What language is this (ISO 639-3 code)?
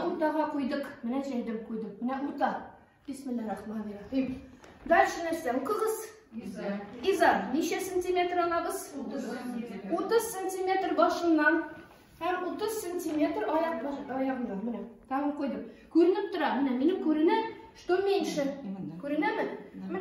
tat